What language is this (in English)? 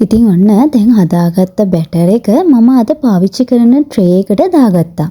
Sinhala